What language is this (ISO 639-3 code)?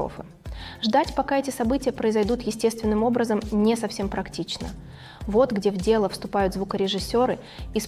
rus